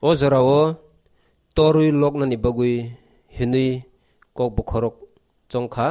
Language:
Kok Borok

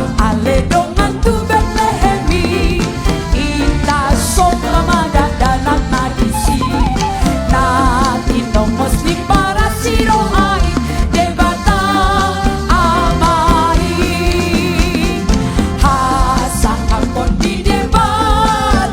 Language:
Batak Toba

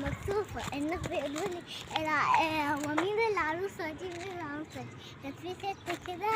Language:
Egyptian Arabic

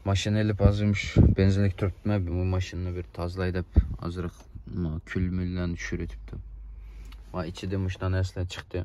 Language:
Uyghur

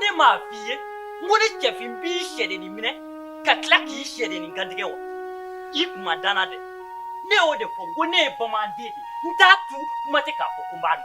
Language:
Bambara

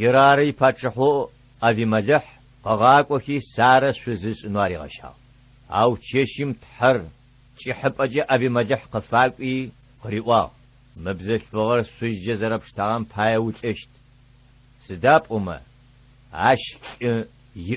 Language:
Adyghe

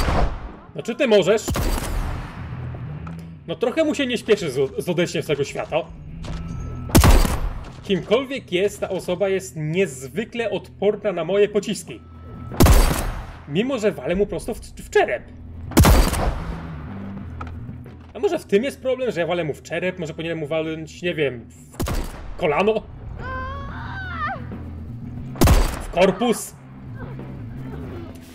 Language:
Polish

